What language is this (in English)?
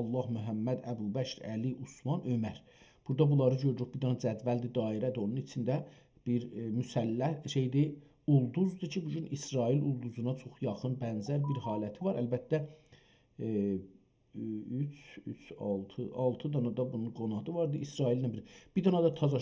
South Azerbaijani